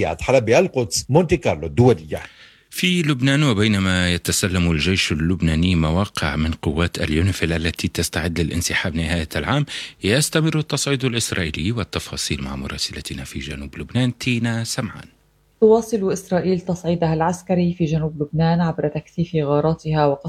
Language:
Arabic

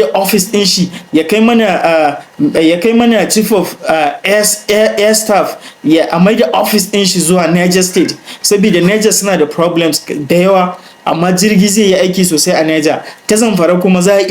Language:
Hausa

